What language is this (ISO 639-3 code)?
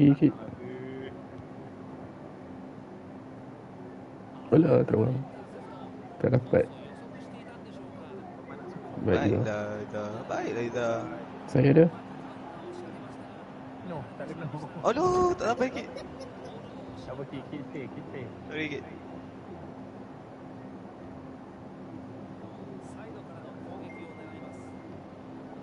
msa